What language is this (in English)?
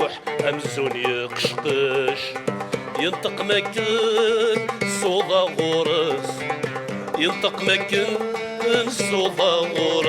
Kabyle